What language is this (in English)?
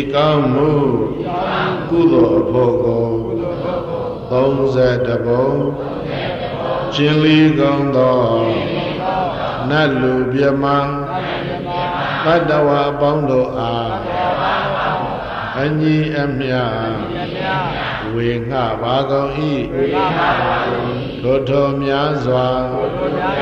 Burmese